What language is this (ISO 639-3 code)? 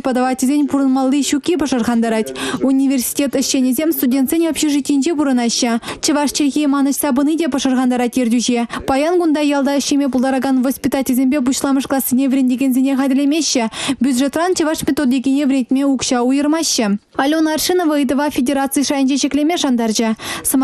chv